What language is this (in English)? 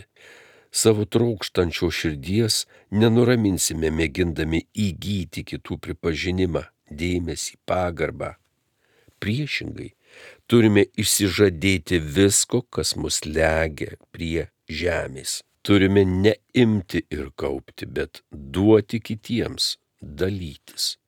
Lithuanian